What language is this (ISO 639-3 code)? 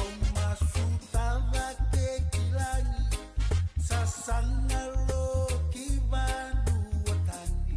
fij